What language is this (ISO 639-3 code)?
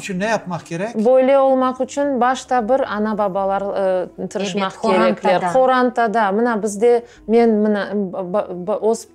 crh